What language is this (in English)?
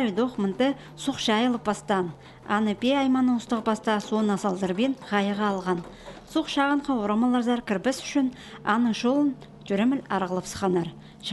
Khakas